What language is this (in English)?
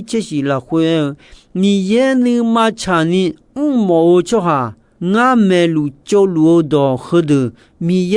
Akha